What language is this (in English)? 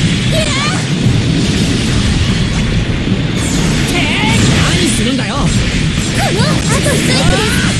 Japanese